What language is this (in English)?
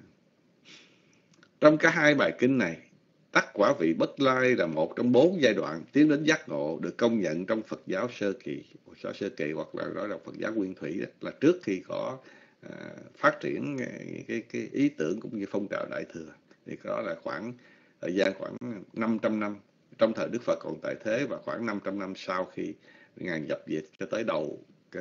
Vietnamese